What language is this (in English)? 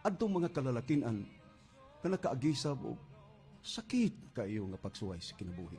Cebuano